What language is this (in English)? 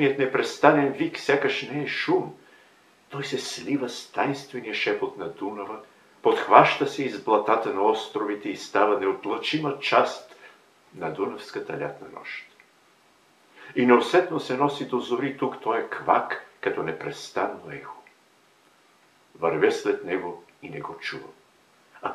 Bulgarian